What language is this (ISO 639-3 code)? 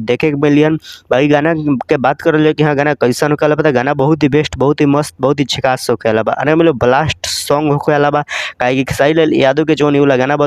bho